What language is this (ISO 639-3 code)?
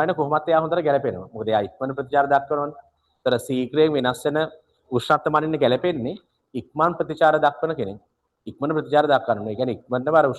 sin